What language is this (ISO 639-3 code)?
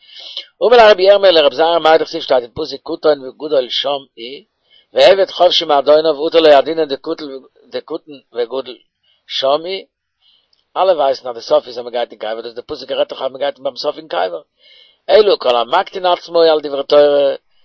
yid